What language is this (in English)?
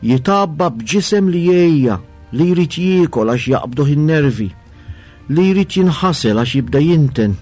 Maltese